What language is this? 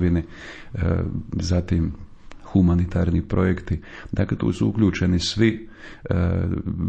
Croatian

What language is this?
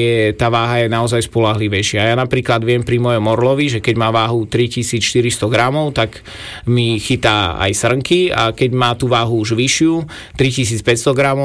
Slovak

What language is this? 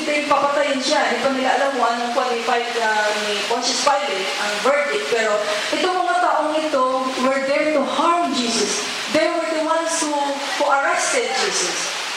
Filipino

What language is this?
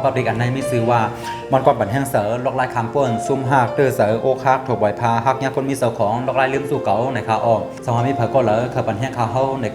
Shan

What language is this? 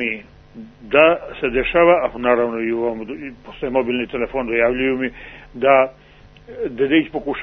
Serbian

